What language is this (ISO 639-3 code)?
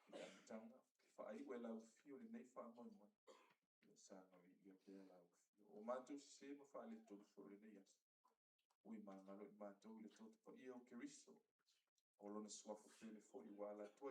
smo